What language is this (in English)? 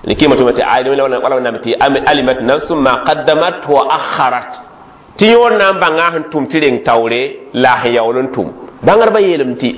Mossi